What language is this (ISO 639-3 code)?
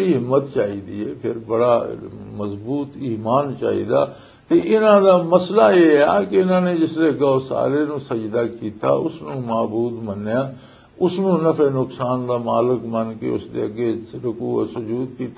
lah